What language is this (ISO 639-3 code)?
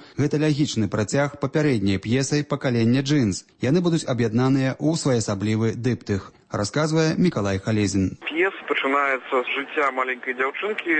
bel